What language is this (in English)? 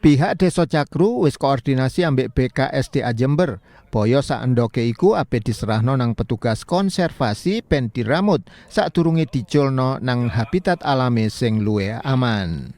Javanese